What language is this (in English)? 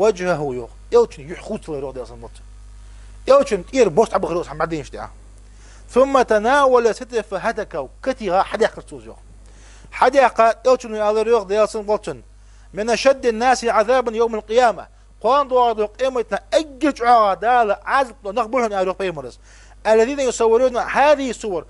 Ingush